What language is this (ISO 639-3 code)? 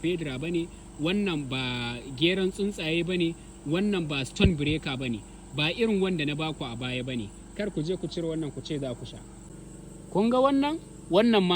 hau